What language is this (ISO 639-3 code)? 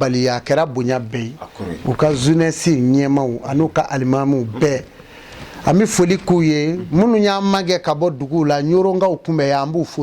bam